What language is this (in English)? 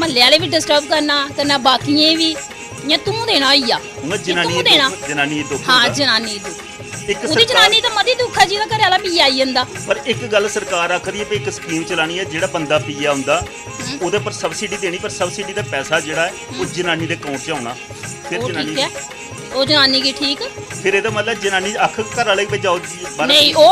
Dogri